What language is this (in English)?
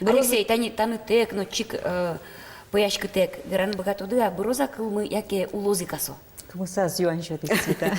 Udmurt